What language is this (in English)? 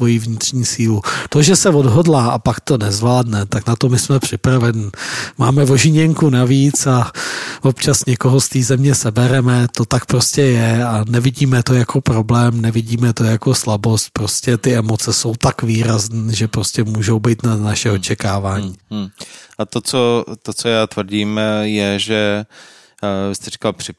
Czech